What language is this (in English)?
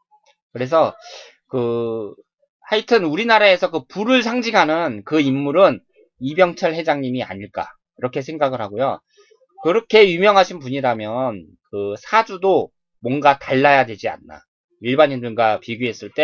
Korean